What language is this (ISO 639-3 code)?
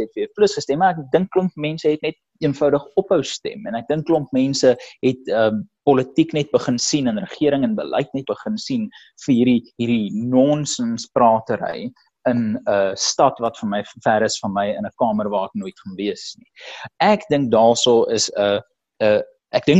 afr